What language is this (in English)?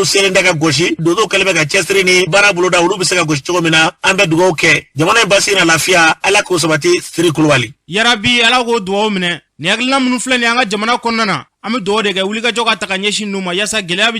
Bambara